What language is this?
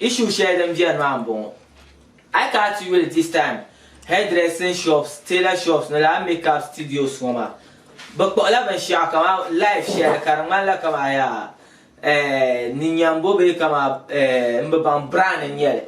Dagbani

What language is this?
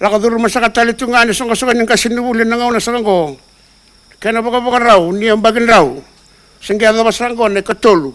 Fijian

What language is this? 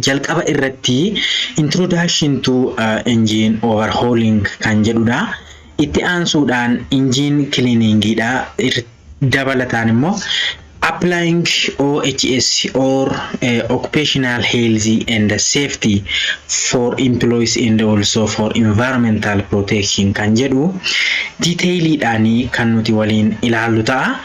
Oromo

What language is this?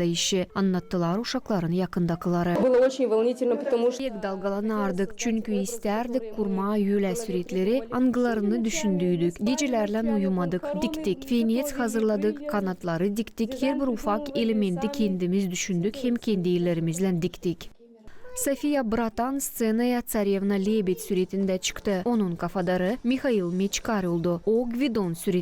Gagauz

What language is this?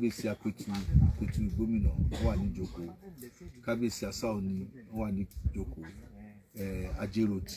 Yoruba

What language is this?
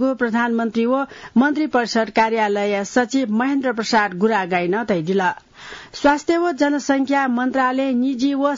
Newari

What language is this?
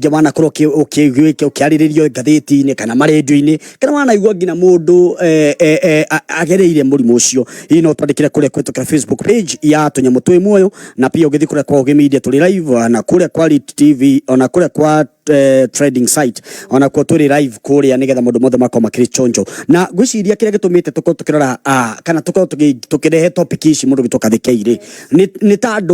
Kikuyu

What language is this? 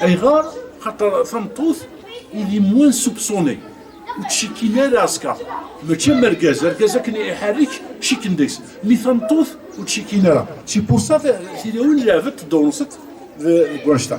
Kabyle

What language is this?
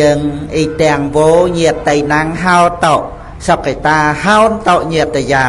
Khmer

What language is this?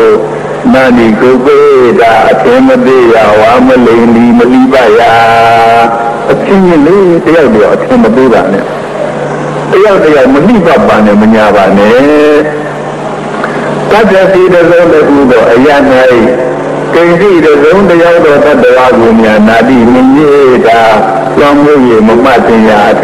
Burmese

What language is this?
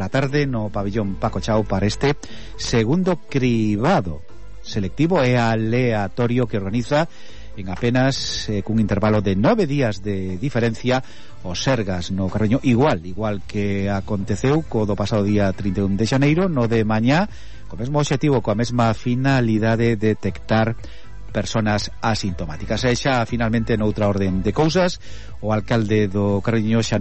Galician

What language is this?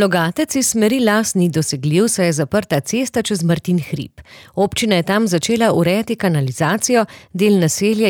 Slovenian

